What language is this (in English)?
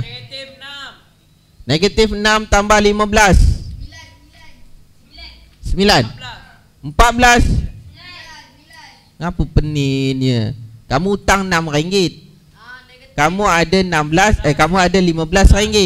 Malay